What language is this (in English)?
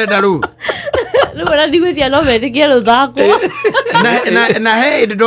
Kikuyu